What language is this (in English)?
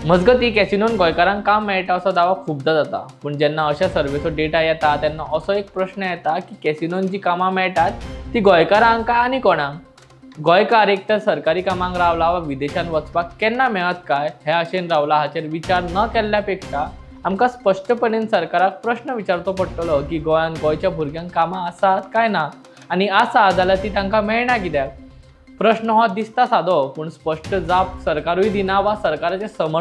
Konkani